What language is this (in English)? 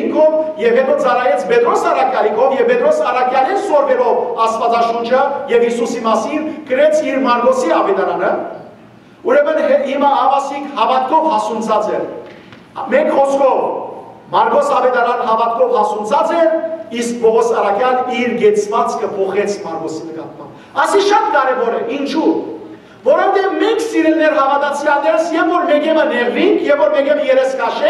Western Armenian